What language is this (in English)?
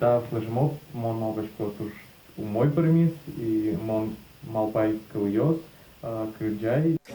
Udmurt